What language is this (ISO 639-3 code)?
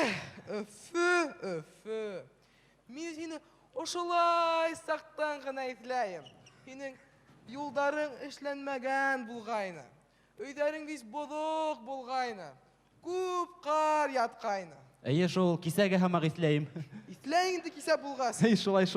bak